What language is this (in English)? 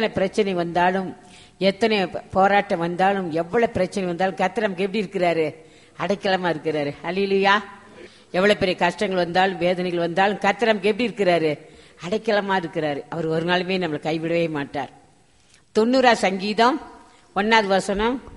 Tamil